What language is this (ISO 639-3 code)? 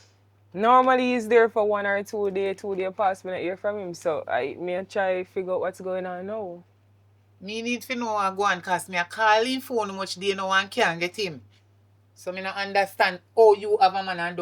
jam